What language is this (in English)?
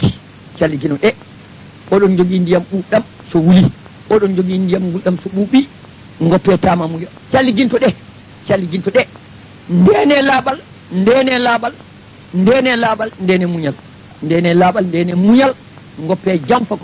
Fula